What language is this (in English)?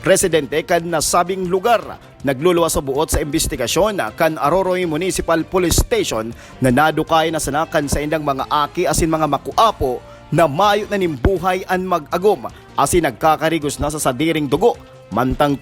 Bikol